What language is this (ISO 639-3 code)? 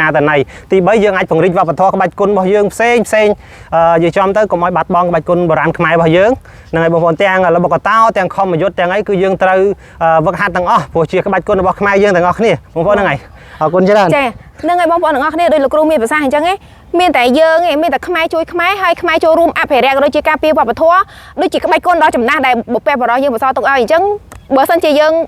khm